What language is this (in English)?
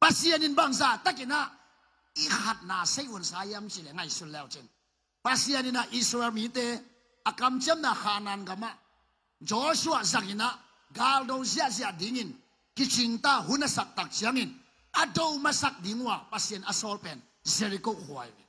Tedim Chin